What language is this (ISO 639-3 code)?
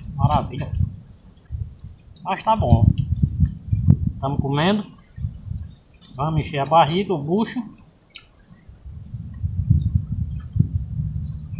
por